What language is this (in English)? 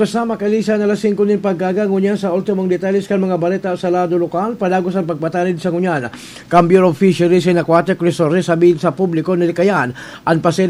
Bikol